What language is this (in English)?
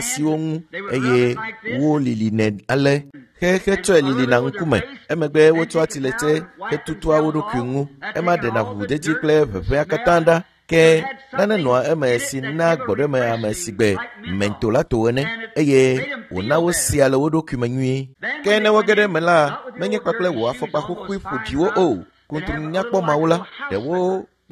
Ewe